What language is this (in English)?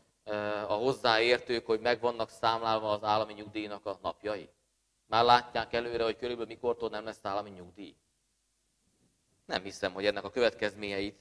Hungarian